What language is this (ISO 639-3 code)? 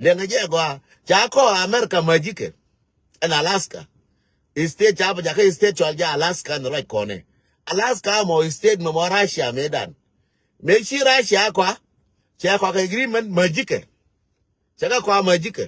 nus